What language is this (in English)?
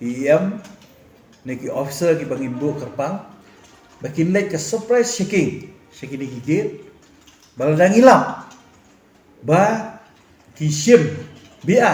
Khasi